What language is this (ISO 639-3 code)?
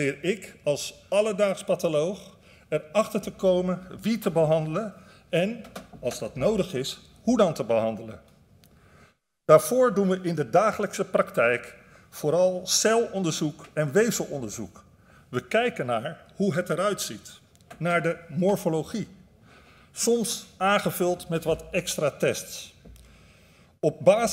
nld